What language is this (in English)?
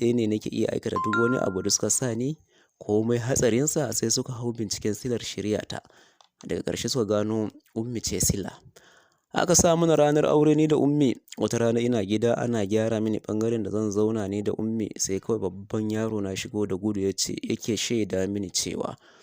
Hausa